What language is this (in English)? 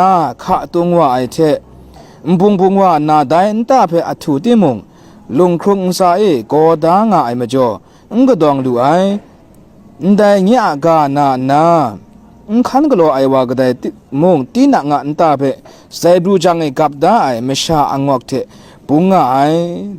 Kachin